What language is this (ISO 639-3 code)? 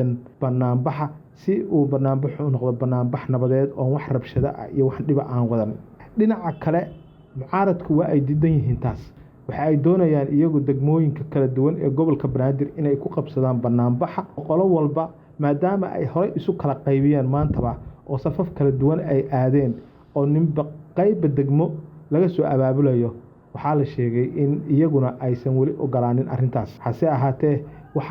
som